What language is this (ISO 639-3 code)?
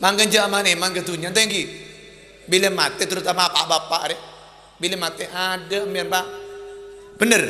mad